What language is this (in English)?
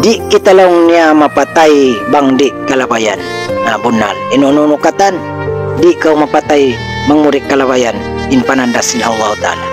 Tausug